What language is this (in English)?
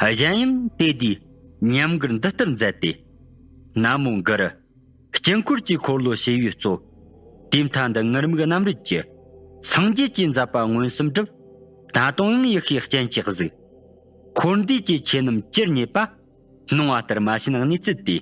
Tibetan